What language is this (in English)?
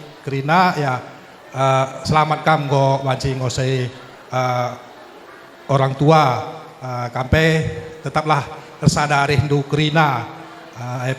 Batak Karo